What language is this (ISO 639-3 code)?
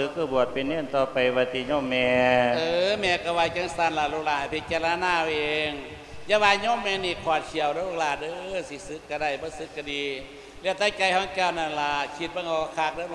lao